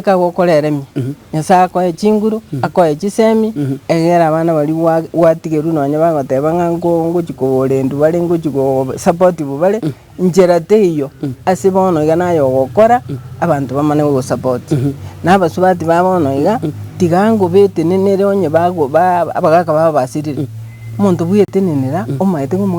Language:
Gusii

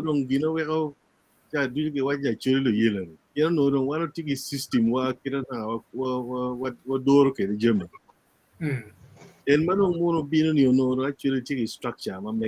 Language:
Acoli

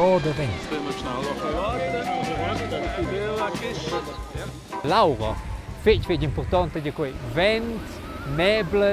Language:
Romansh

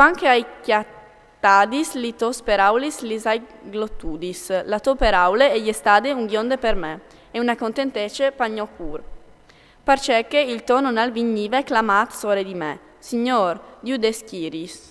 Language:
Friulian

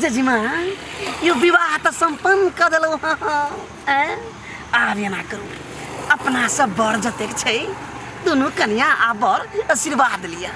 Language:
Maithili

